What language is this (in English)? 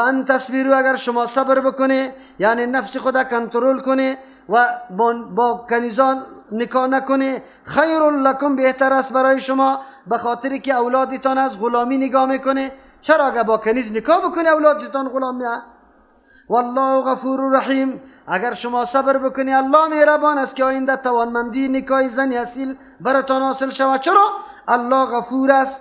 Persian